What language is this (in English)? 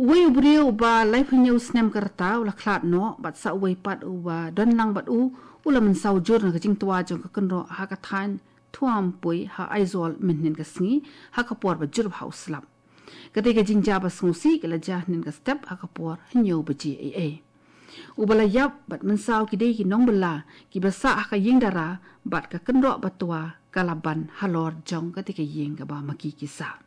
Khasi